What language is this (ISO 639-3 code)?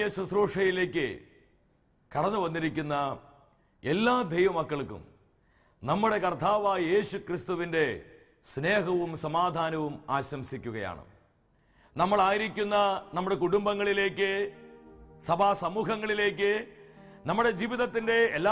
mal